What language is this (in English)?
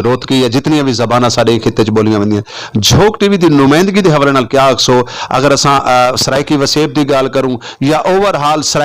Saraiki